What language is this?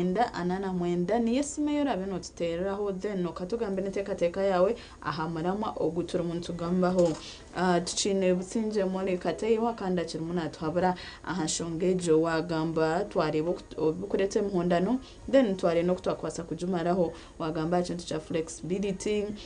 Nyankole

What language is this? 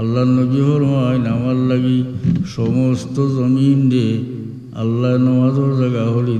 Sylheti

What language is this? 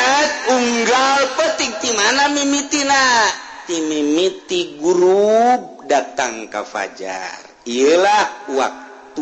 Sundanese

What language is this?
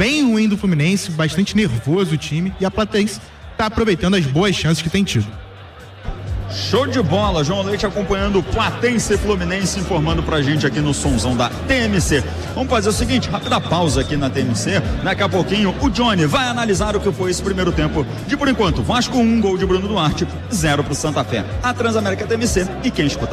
Portuguese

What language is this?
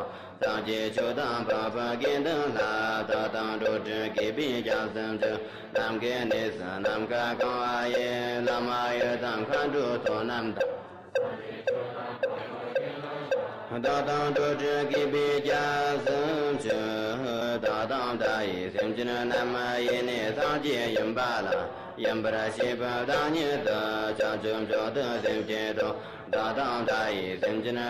Chinese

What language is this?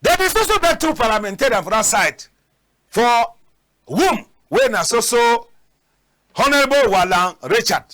Cameroon Pidgin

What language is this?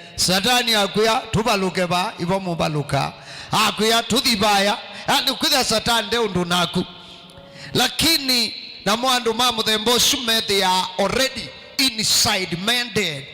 Kamba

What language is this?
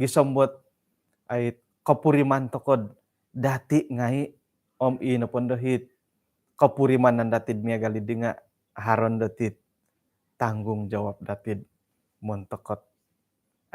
Central Dusun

